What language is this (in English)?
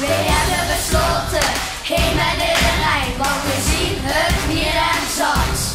Limburgish